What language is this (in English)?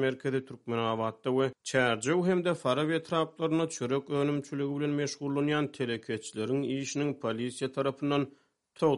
Turkmen